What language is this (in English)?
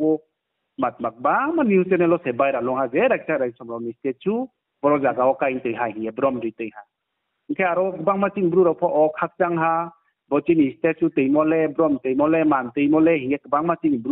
Riang (India)